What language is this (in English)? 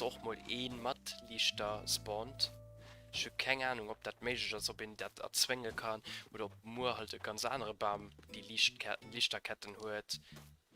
Luxembourgish